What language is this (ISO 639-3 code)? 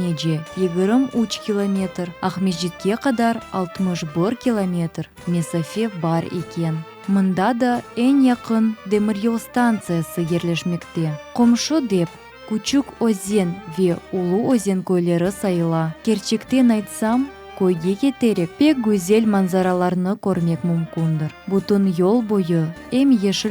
crh